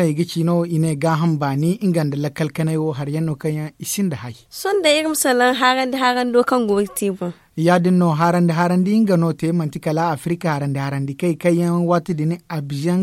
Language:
Zarma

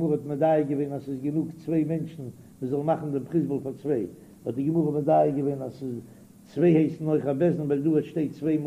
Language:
Yiddish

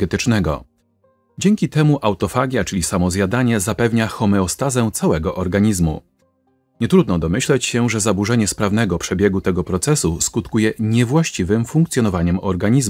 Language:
Polish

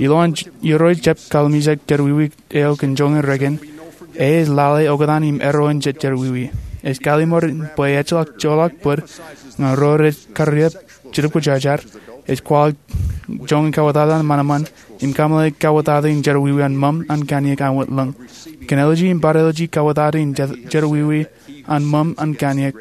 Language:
Marshallese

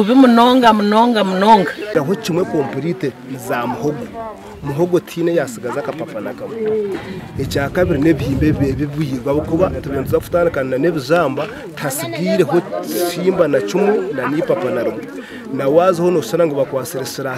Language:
Nyankole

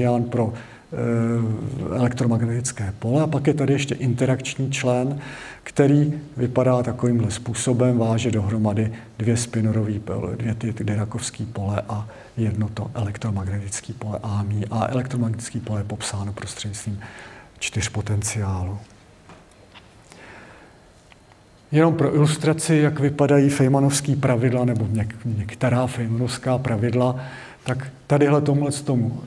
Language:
Czech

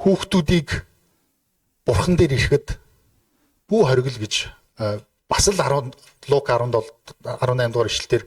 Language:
Mongolian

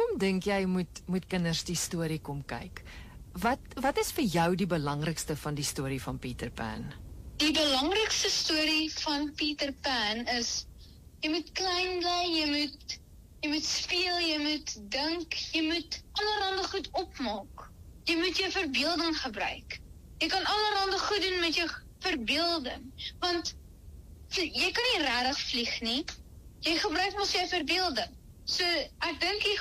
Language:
Afrikaans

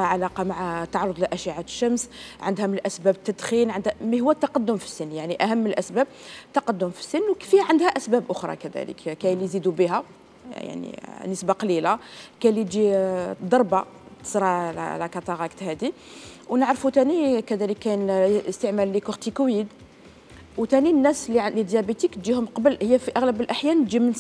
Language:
Algerian Arabic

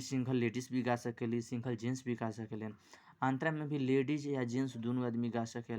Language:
Bhojpuri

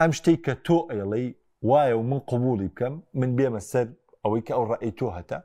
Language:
Central Kurdish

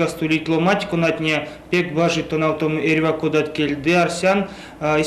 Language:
Erzya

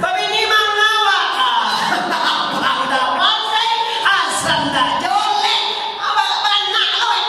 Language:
Minangkabau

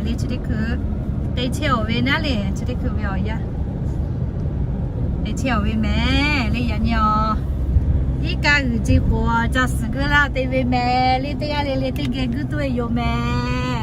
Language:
Lahu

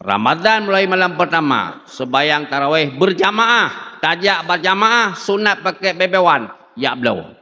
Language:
Achinese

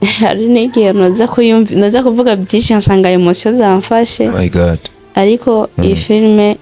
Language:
Rundi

